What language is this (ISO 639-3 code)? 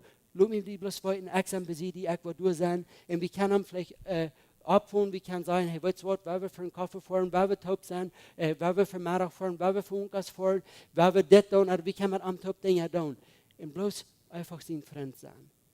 pdt